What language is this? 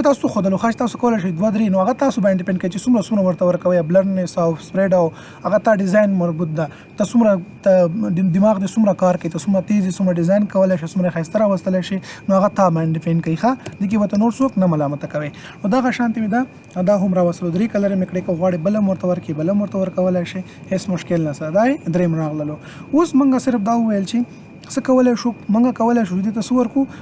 Pashto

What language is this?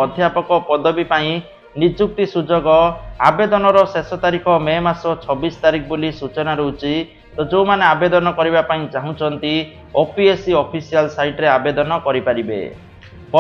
Odia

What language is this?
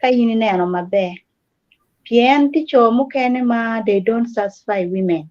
Acoli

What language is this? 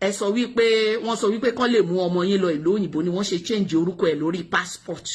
Yoruba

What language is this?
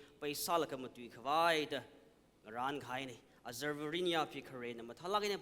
Tangkhul Naga (India)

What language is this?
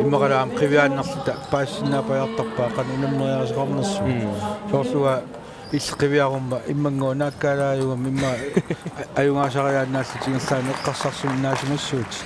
Kalaallisut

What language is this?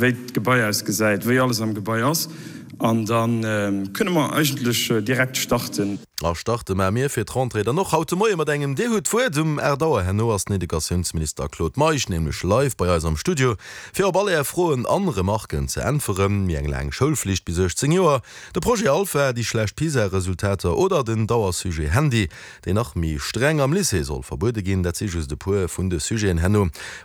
Luxembourgish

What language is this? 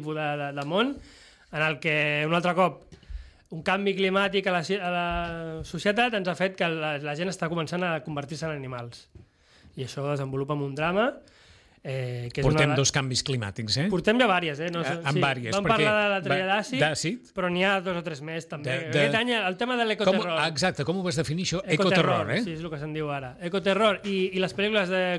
Catalan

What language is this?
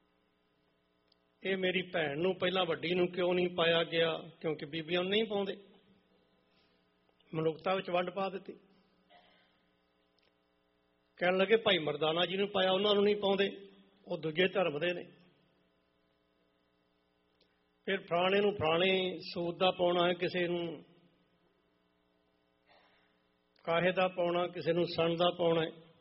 Punjabi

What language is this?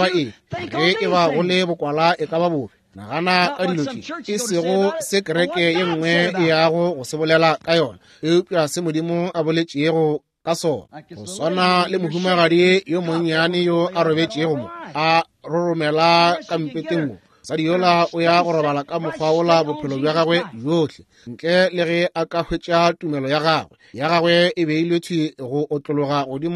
Northern Sotho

